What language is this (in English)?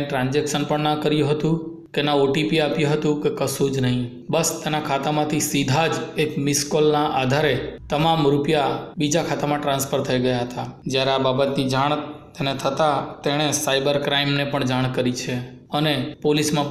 Gujarati